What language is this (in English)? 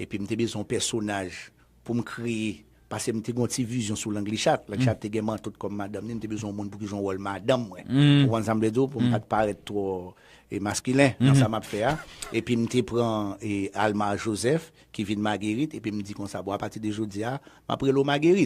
Haitian Creole